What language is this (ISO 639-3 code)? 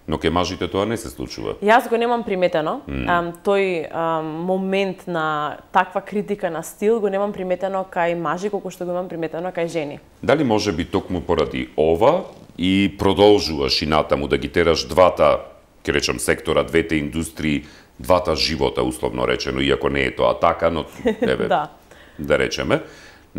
mkd